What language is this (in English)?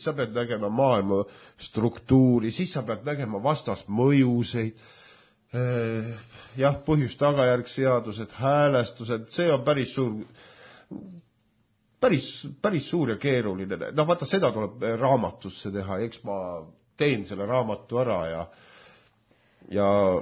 Estonian